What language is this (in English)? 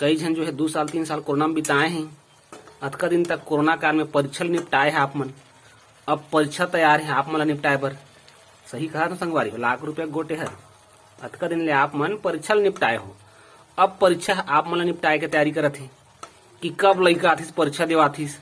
Chhattisgarhi